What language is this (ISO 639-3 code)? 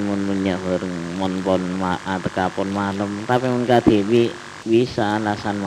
mad